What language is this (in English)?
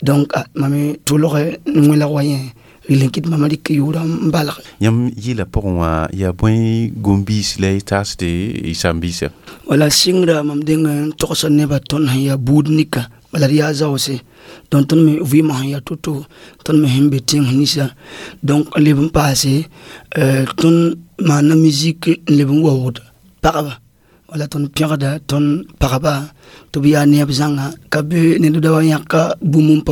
Mossi